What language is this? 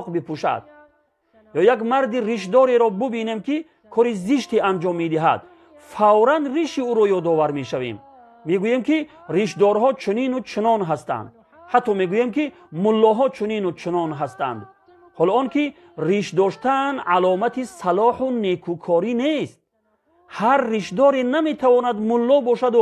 Tajik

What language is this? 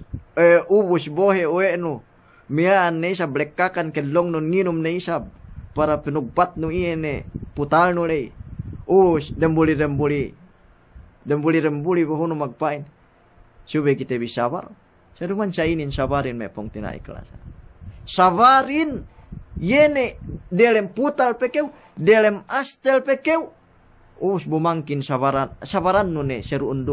Yakan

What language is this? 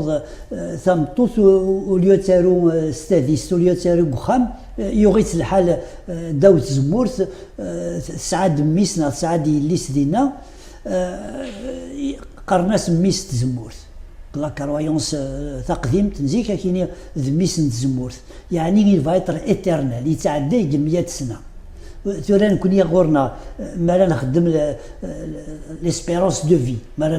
Kabyle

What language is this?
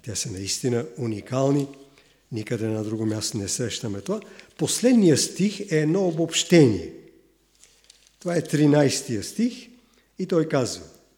Bulgarian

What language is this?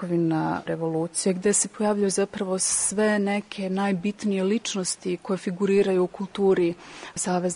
Serbian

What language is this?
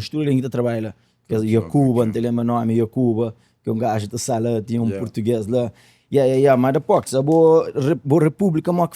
Kabuverdianu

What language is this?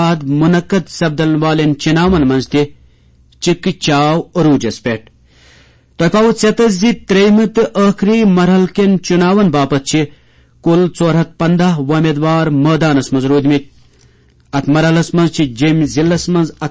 Kashmiri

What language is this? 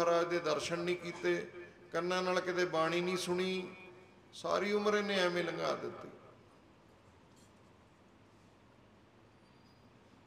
Punjabi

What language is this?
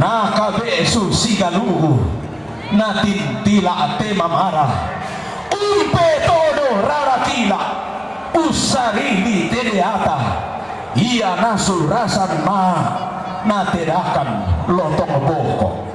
Toraja-Sa'dan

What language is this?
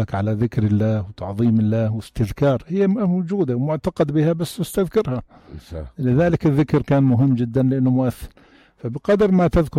North Levantine Arabic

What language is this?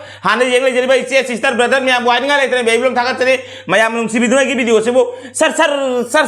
Manipuri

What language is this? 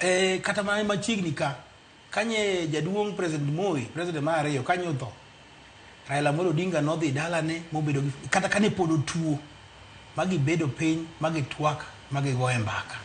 Luo (Kenya and Tanzania)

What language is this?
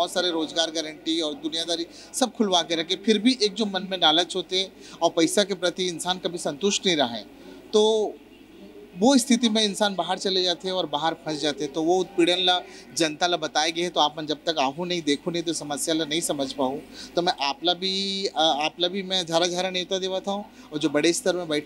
Chhattisgarhi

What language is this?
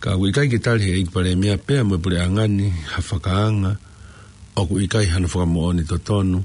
Tongan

